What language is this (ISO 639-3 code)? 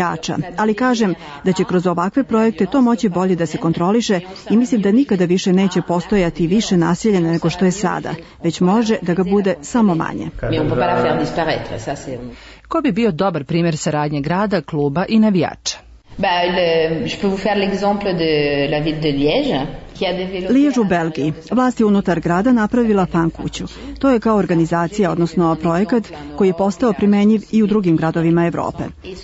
srp